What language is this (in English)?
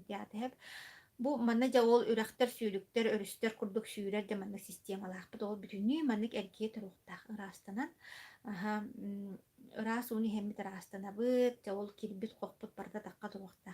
Yakut